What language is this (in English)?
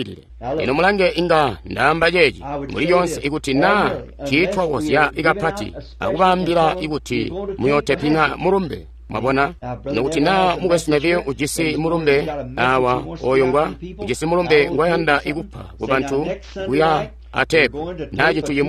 Tonga (Zambia)